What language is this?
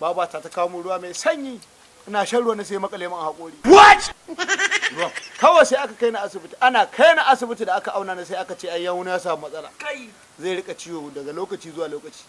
Hausa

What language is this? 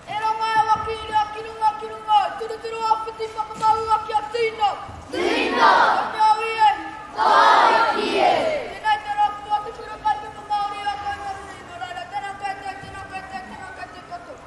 Māori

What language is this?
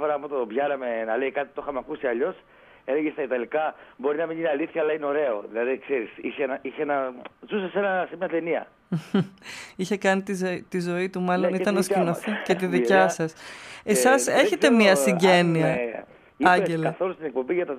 Greek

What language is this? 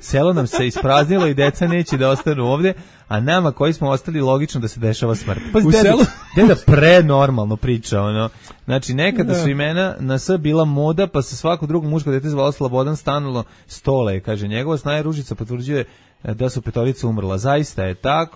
Serbian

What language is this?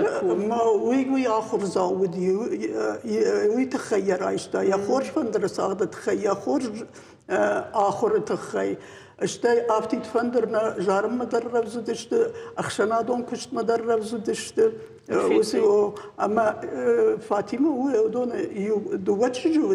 Ossetic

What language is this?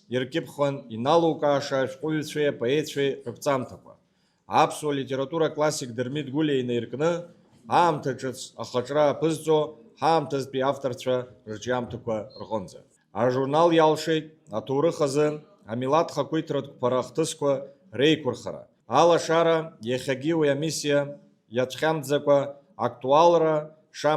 Abkhazian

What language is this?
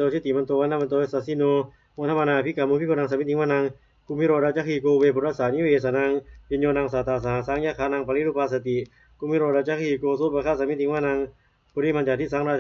Pali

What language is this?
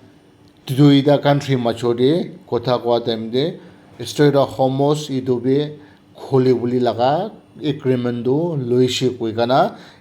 Naga Pidgin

